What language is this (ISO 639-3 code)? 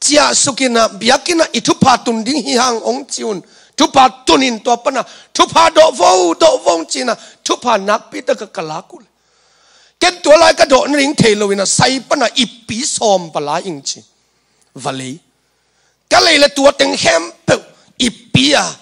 ctd